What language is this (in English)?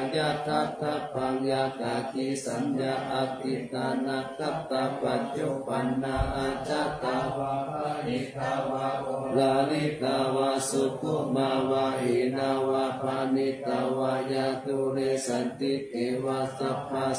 Pali